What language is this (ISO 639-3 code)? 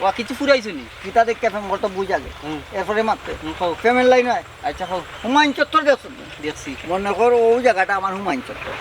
syl